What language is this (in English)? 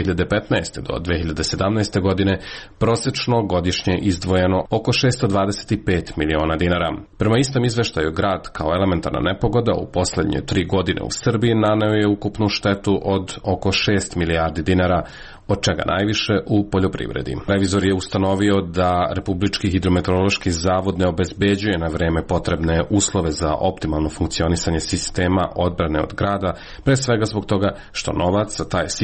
Serbian